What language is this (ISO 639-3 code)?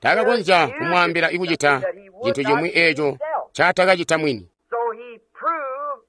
toi